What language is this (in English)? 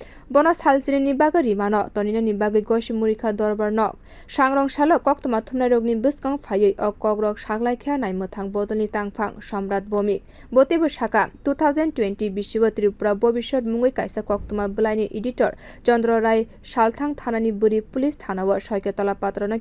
Kok Borok